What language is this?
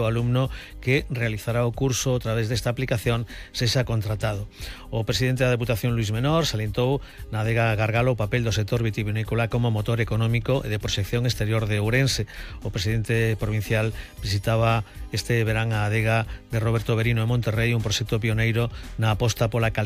Galician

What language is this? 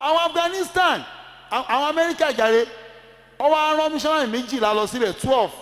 Yoruba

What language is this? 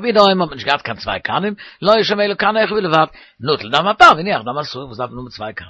Yiddish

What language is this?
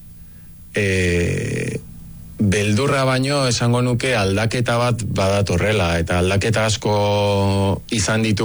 Basque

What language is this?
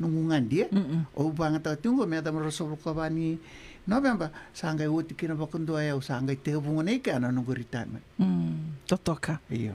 Fijian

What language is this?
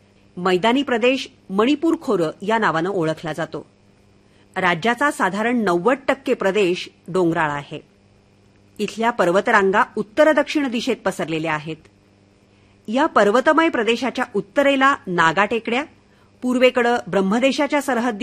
Marathi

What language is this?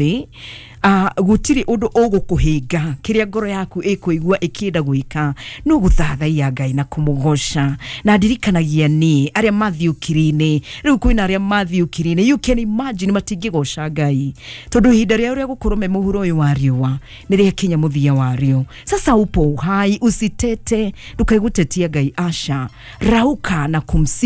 Kikuyu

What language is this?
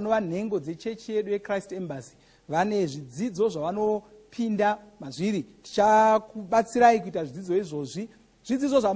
Shona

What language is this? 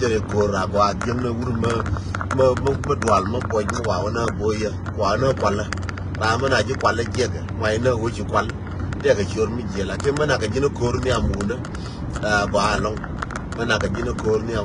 Nuer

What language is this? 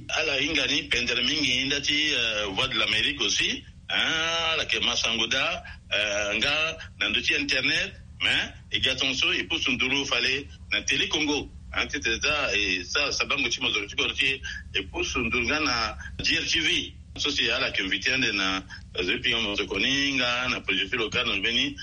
Sango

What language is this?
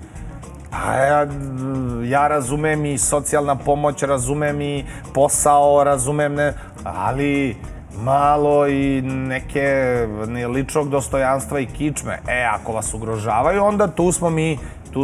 Serbian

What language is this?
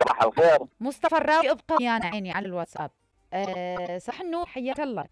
Mesopotamian Arabic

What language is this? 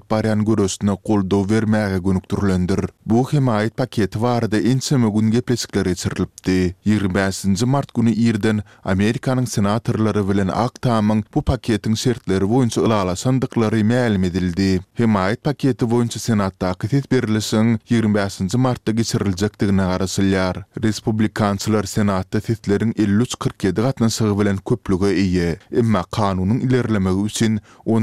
Turkmen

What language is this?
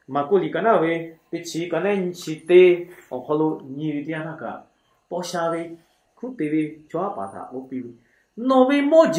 Lahu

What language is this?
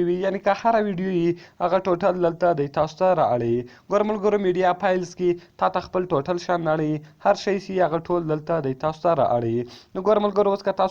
Pashto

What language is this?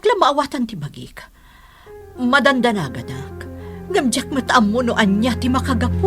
Iloko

